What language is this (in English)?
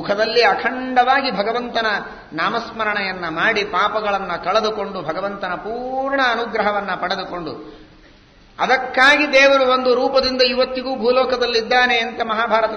Kannada